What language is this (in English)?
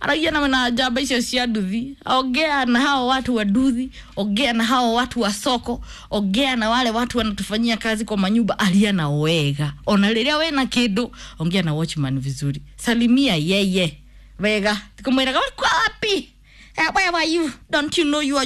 Kikuyu